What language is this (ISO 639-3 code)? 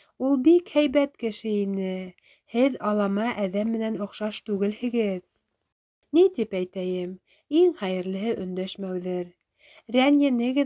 bak